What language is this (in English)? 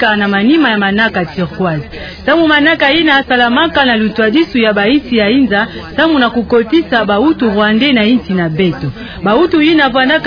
Kituba (Democratic Republic of Congo)